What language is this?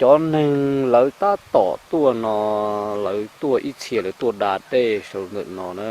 Hmong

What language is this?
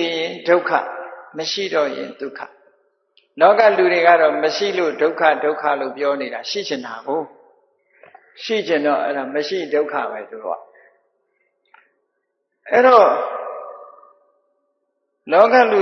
Burmese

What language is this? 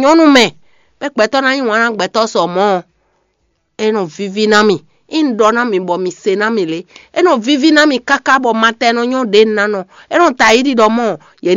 Fon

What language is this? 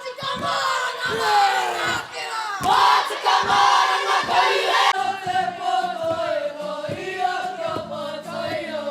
Māori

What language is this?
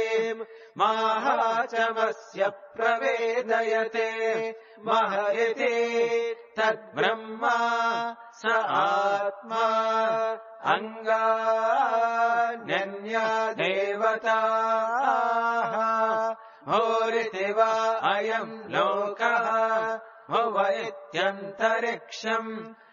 Sanskrit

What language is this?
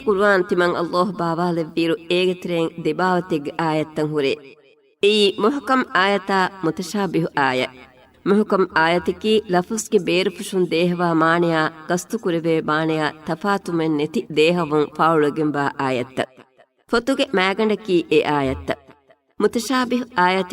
Divehi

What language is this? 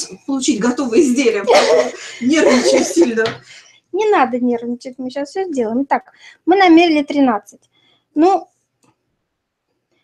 Russian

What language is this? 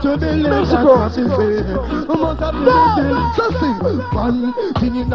Jamaican Creole English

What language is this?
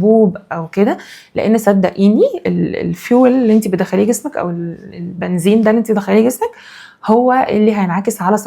Egyptian Arabic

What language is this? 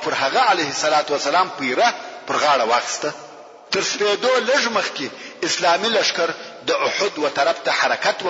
Pashto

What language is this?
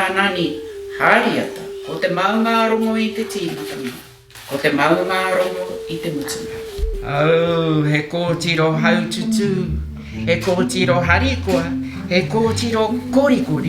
Māori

